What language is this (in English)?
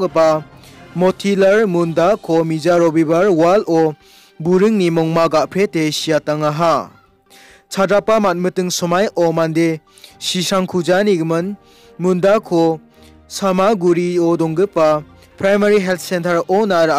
Garo